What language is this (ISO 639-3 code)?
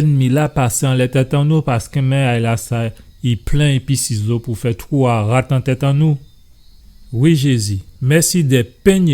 gcf